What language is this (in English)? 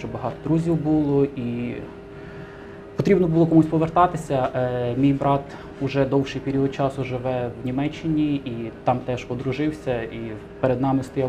Ukrainian